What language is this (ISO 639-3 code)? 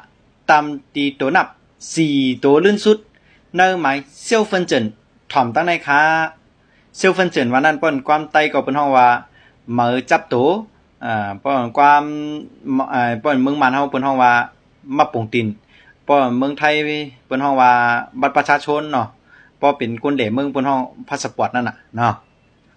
shn